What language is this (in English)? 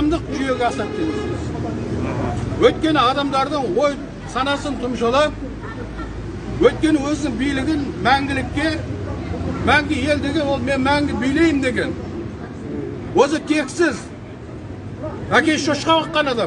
Kazakh